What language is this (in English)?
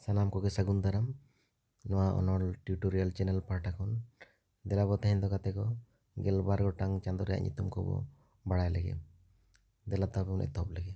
Santali